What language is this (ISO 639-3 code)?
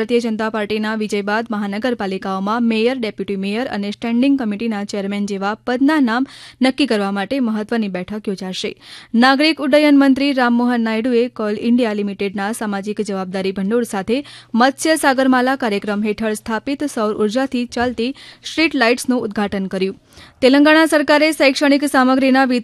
guj